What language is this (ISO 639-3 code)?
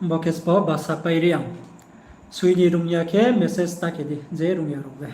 ria